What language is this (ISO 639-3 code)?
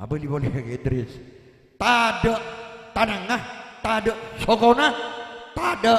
mad